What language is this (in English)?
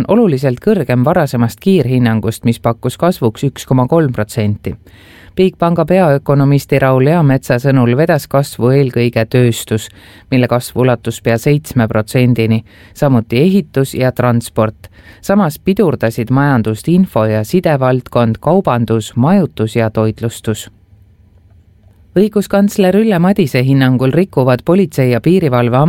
Estonian